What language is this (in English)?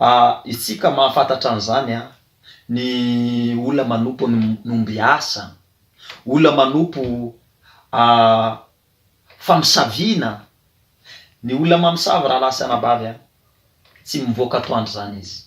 Malagasy